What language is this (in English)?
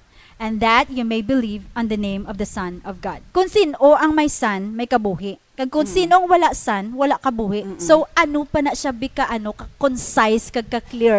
Hiligaynon